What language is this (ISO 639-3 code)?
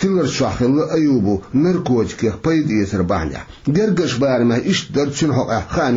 che